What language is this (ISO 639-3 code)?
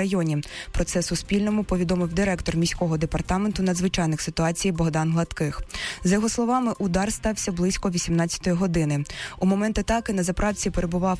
ukr